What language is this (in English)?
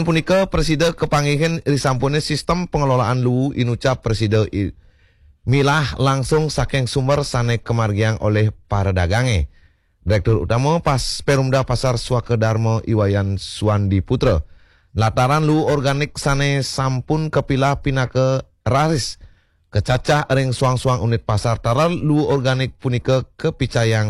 Balinese